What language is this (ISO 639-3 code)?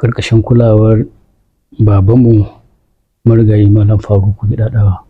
hau